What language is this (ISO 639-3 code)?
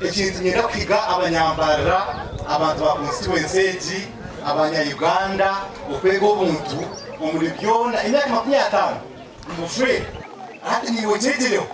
nyn